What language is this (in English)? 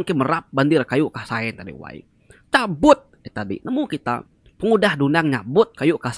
Iban